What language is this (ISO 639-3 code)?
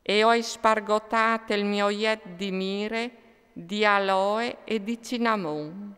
fur